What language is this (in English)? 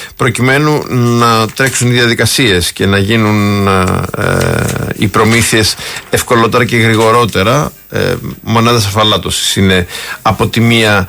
Greek